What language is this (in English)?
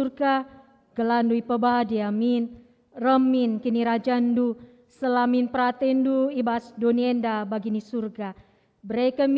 Batak Karo